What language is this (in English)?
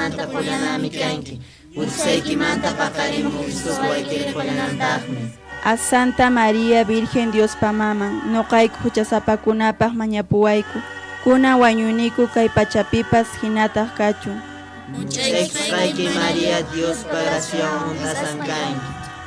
Quechua